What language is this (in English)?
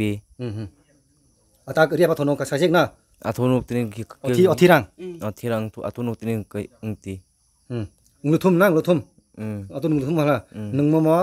Kok Borok